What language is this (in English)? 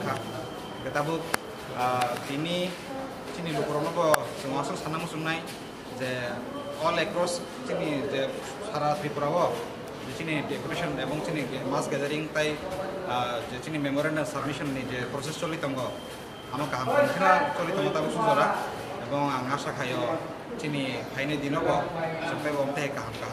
Kok Borok